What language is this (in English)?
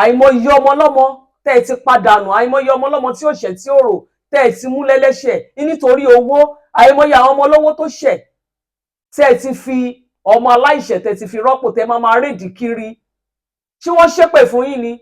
Yoruba